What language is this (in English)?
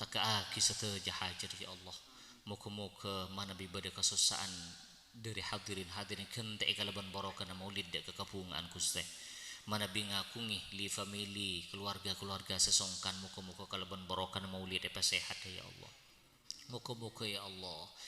Madurese